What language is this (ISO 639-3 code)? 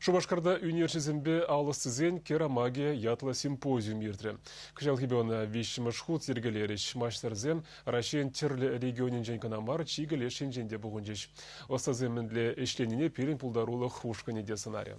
chv